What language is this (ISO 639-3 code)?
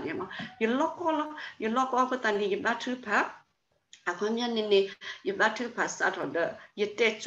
ksw